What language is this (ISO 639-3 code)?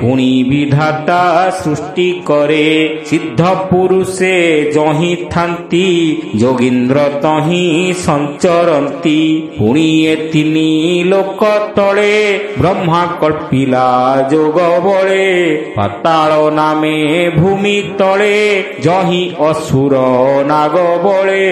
ori